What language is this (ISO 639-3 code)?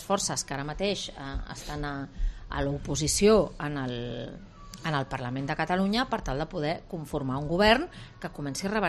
cat